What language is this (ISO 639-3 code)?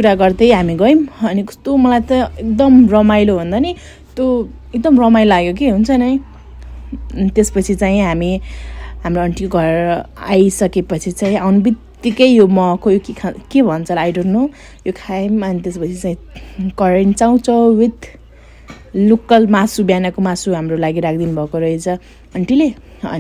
nep